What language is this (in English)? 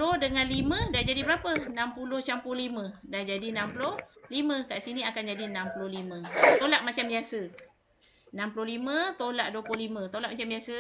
Malay